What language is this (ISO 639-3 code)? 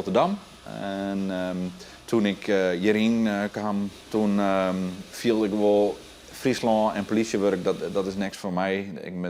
fry